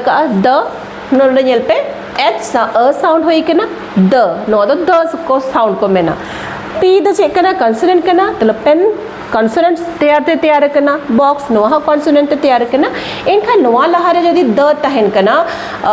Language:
Santali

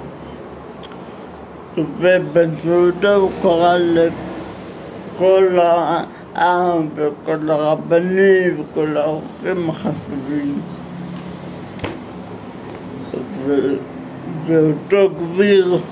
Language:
Hebrew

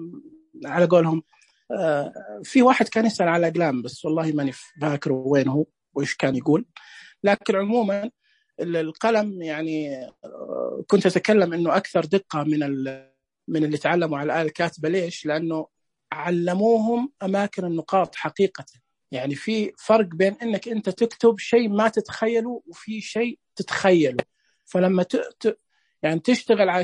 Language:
Najdi Arabic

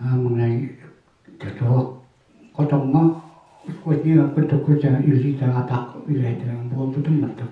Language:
Yakut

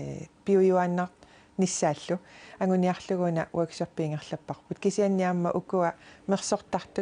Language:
Kalaallisut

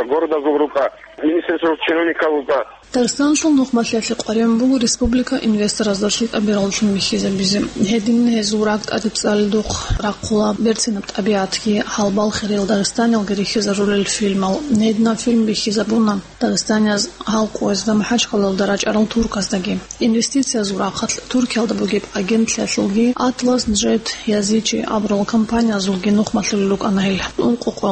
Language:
Avaric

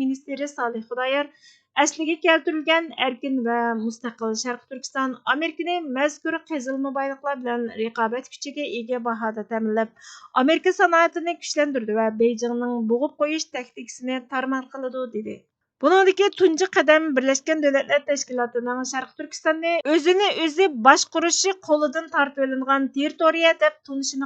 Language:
Uyghur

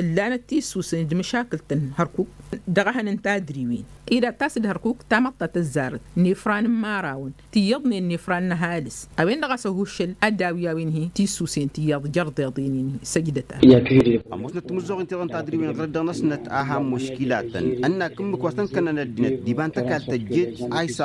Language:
Tamasheq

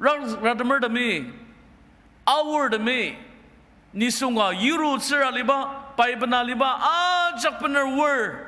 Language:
Ao Naga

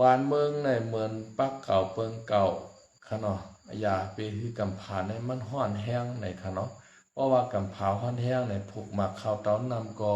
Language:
Shan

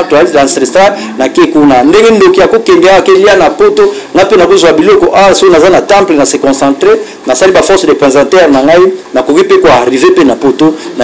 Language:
Lingala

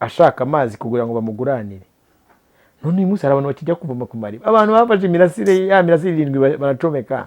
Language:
Kinyarwanda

